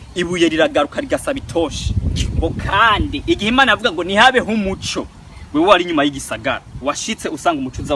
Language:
Rundi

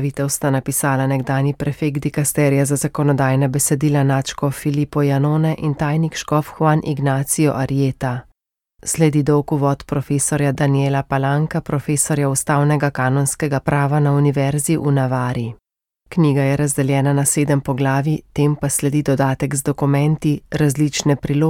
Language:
Slovenian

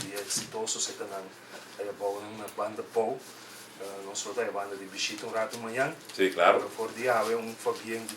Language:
Papiamento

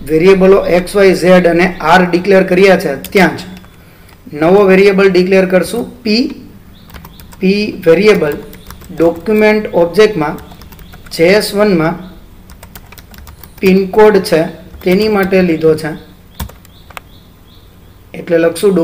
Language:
Gujarati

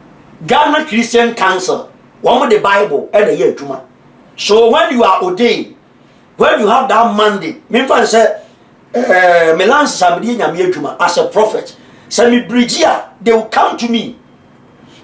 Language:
Akan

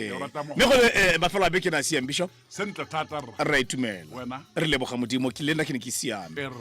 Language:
Tswana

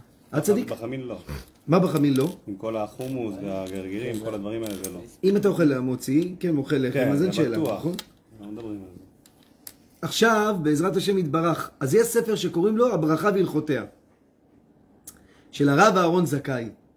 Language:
Hebrew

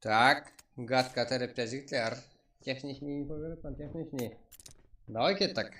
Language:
Kara-Kalpak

